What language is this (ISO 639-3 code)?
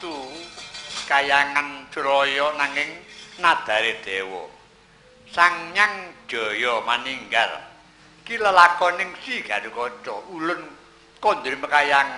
jav